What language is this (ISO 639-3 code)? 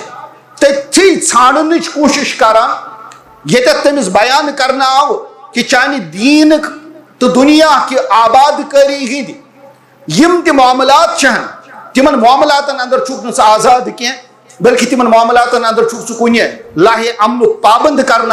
kas